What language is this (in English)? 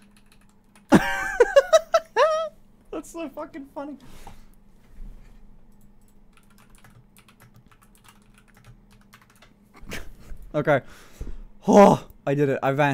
English